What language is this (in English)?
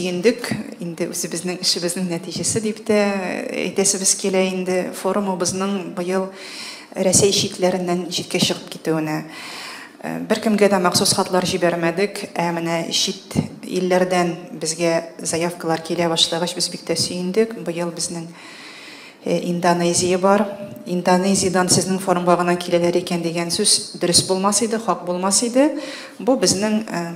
Tatar